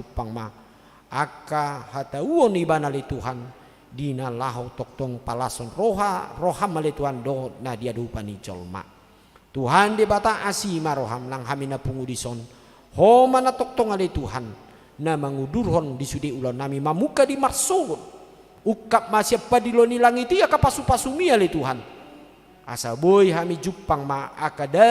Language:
Batak Toba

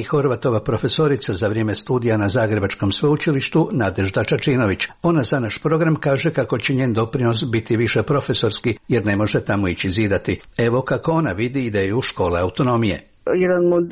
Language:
Croatian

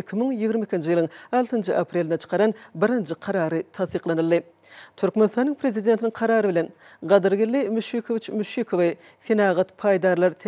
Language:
Turkmen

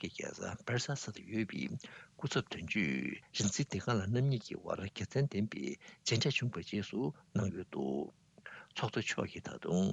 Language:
Tibetan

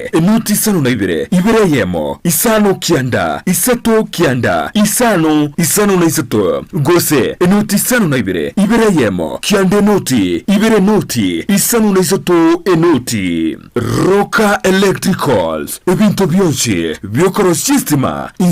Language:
Gusii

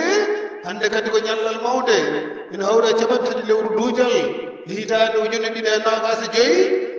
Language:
Fula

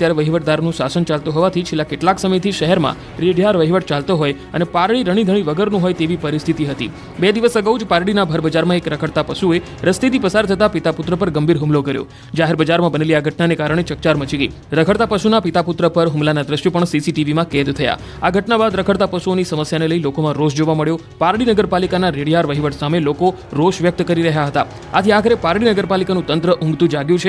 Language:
Gujarati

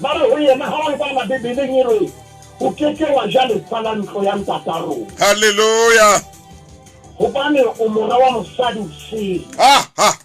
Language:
Southern Sotho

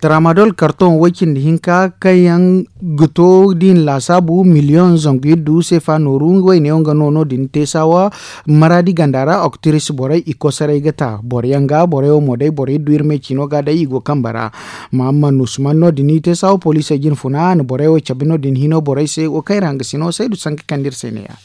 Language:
Zarma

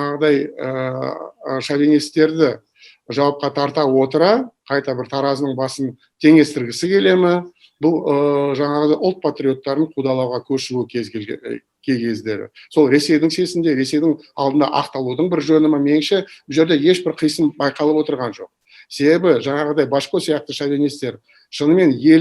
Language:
Kazakh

